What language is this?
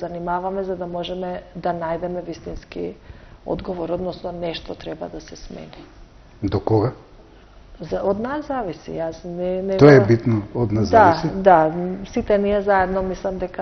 Macedonian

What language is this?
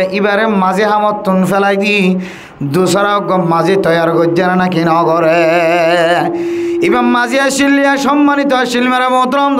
Rohingya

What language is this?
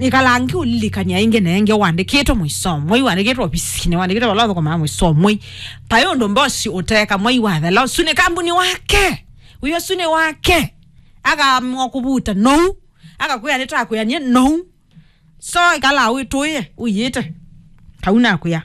Kamba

